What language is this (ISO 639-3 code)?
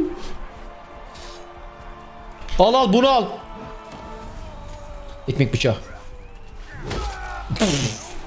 tur